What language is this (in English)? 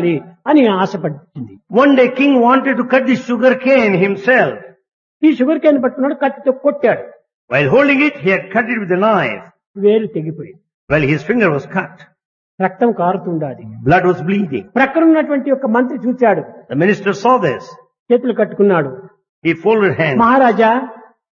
Telugu